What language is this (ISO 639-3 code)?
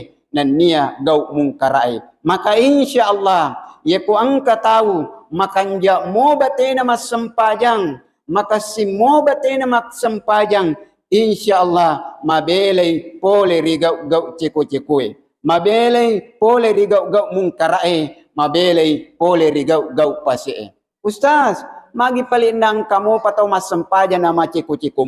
bug